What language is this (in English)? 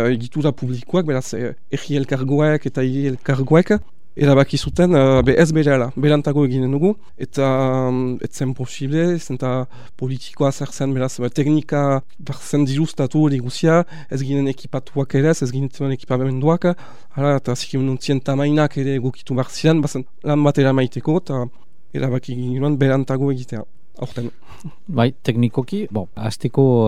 Basque